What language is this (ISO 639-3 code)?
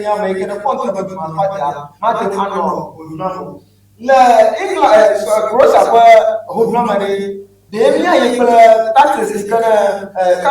ewe